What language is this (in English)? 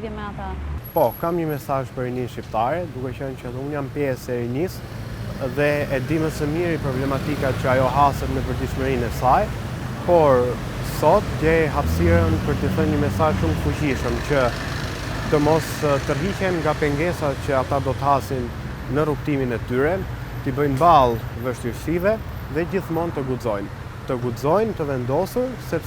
Albanian